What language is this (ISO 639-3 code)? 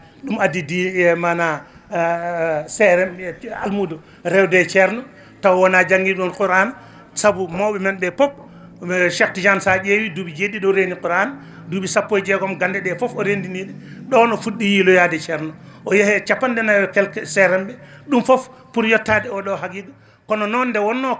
ful